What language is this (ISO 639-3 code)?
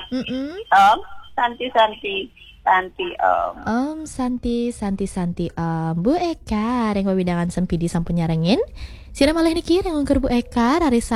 ban